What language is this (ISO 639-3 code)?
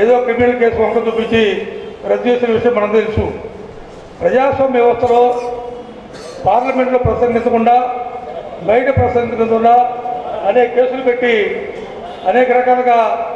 tel